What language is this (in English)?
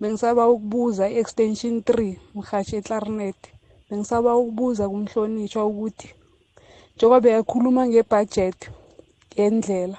South Ndebele